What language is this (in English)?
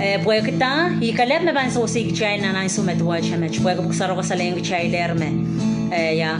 Pohnpeian